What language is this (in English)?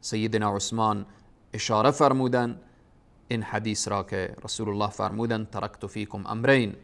Persian